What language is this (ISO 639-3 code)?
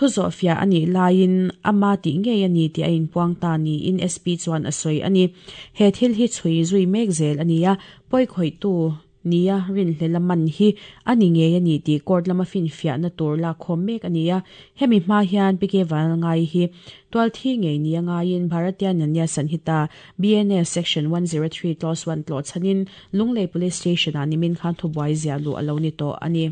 lus